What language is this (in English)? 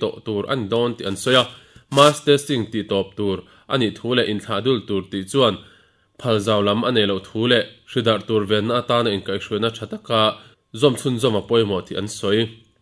Mizo